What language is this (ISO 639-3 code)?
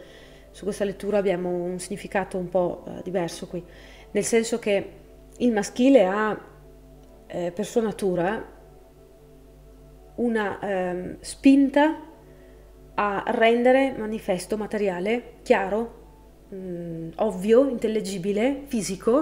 ita